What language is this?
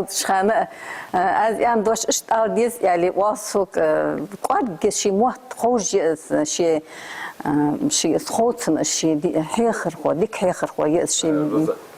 Ingush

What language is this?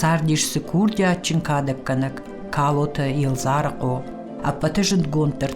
Ossetic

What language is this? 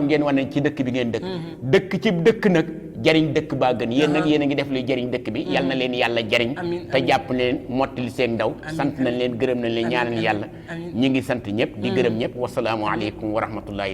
Wolof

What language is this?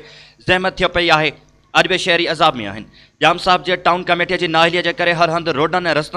Sindhi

